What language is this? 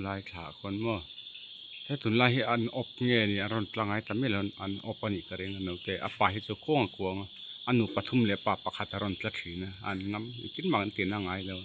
Mizo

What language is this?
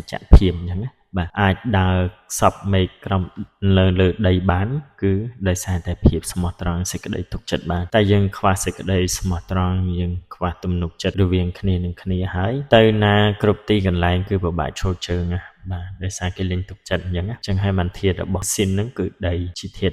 Khmer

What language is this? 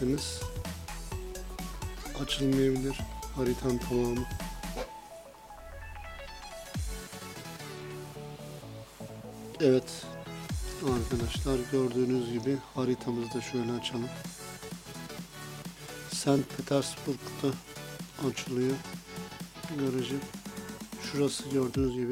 Turkish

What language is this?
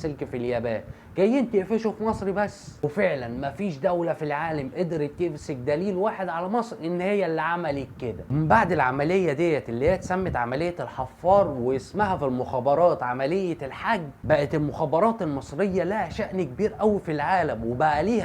Egyptian Arabic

